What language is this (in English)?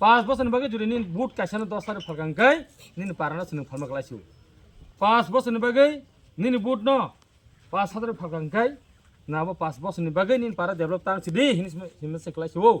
Kok Borok